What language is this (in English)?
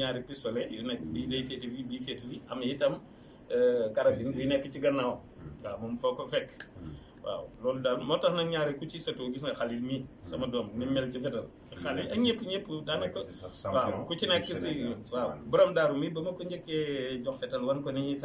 Wolof